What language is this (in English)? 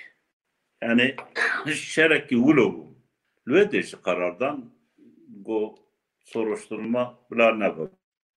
Kurdish